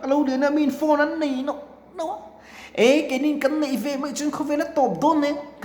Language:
Mizo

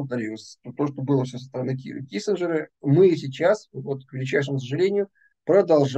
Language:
Russian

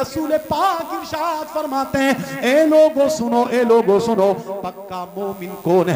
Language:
Urdu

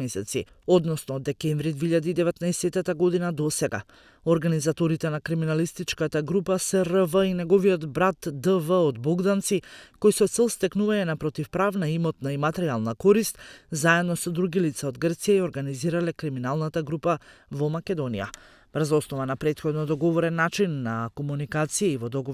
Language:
Macedonian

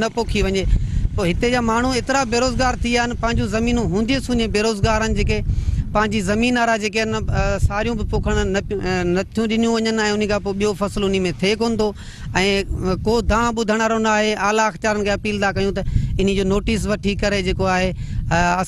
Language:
Sindhi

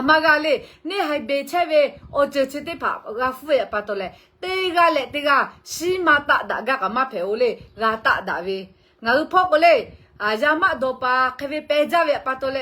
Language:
Lahu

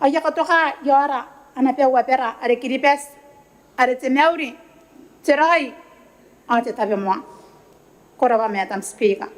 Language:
Gilbertese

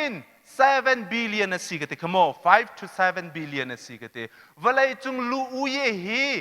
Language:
Hakha Chin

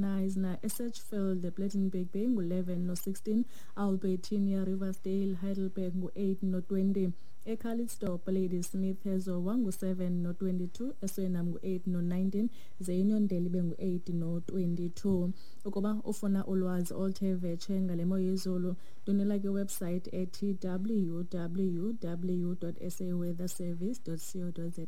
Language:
Xhosa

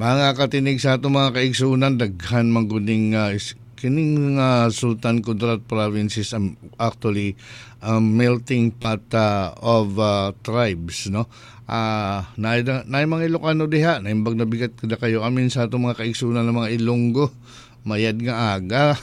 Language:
Cebuano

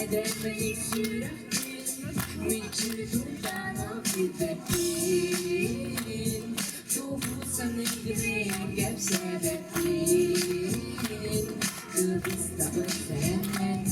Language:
Yakut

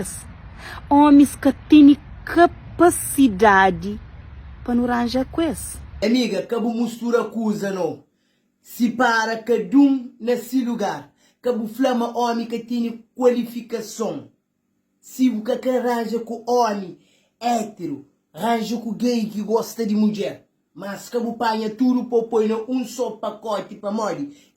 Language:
Kabuverdianu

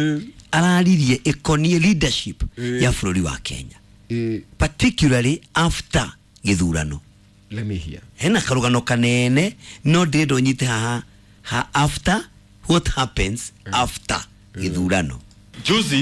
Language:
Kikuyu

